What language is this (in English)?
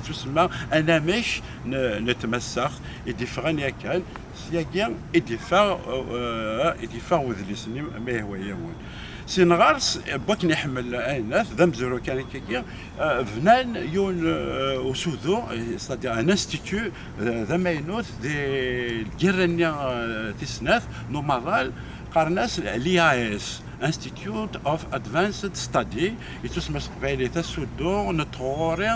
Kabyle